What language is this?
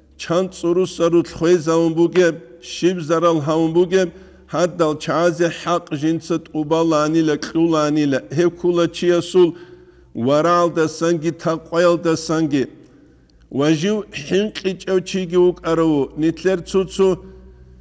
Avaric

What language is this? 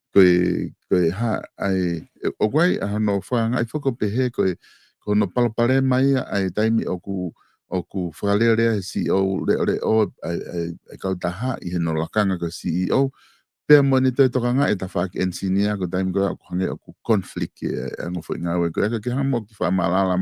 Tongan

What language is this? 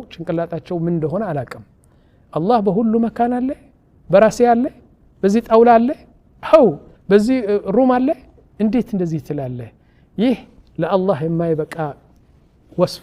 Amharic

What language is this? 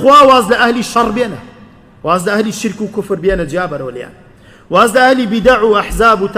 Central Kurdish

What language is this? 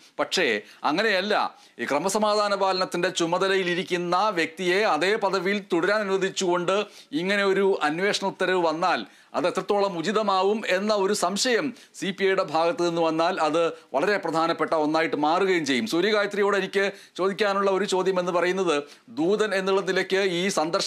Malayalam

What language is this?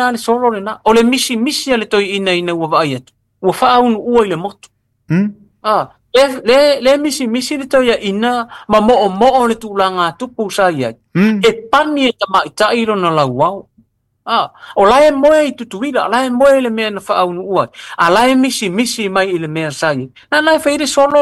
Samoan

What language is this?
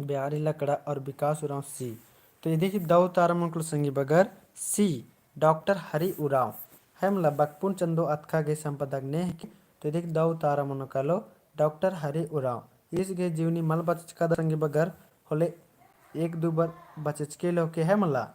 Kurukh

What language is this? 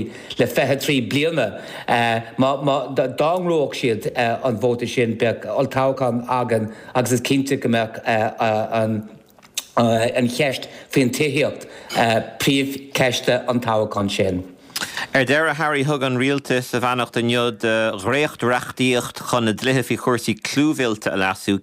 Irish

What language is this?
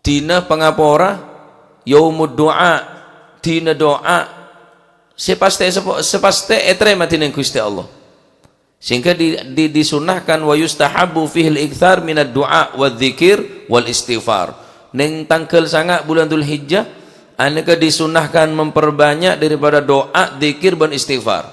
Madurese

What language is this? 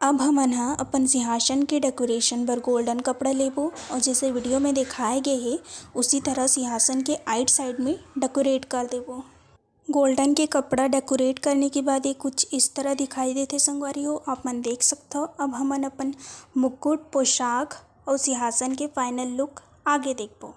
Chhattisgarhi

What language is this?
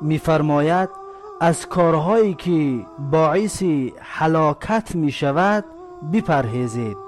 Tajik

